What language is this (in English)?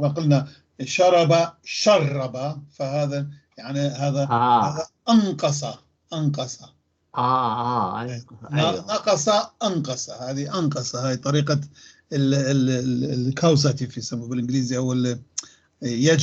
North Levantine Arabic